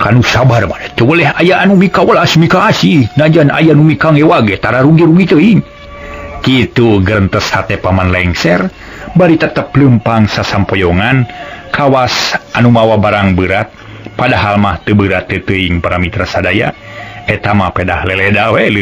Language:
Sundanese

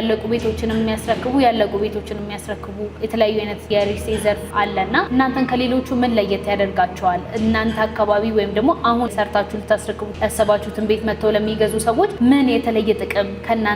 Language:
Amharic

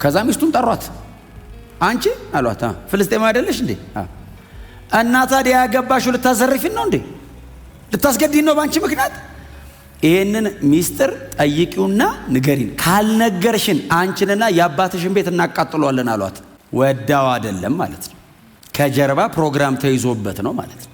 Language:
Amharic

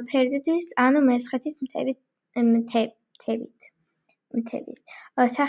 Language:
Georgian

